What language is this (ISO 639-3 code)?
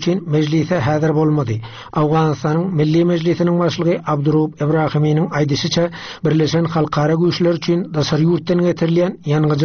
tuk